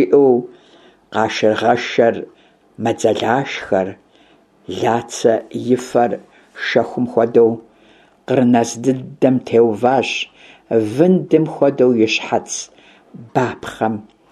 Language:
Kabardian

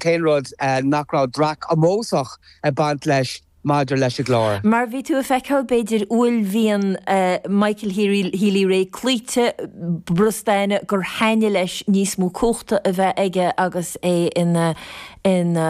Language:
Irish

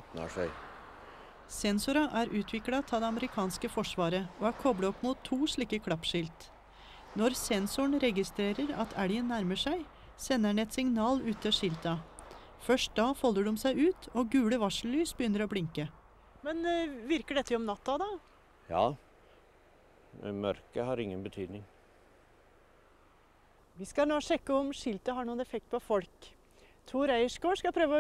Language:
Norwegian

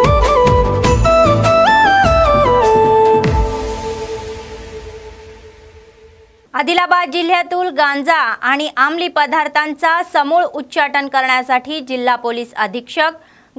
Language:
Marathi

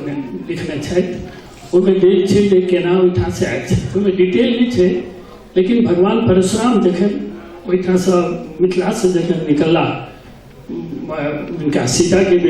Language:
Maithili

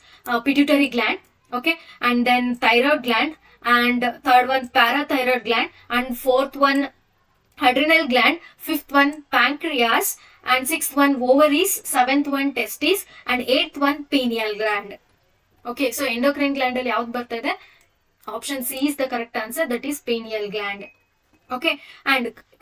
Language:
Kannada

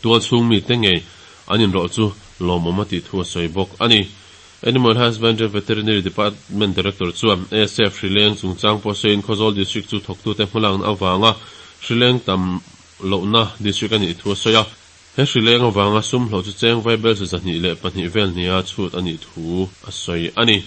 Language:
Mizo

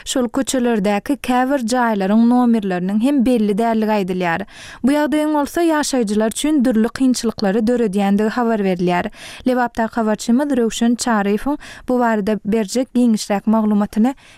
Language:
Turkmen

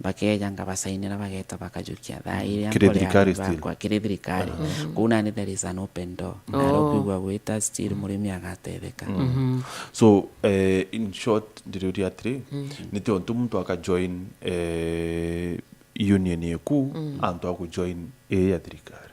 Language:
Meru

